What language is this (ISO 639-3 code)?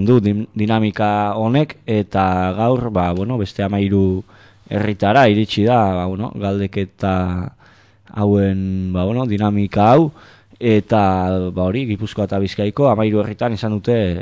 eus